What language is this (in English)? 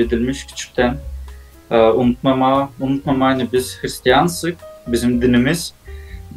Gagauz